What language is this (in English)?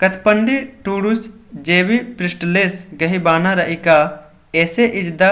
Kurukh